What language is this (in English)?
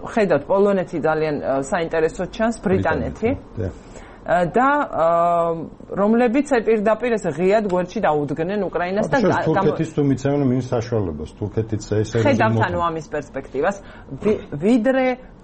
Georgian